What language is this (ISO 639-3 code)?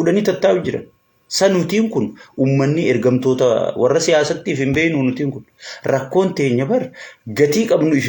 orm